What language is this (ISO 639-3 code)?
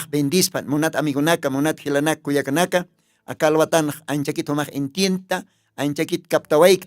aym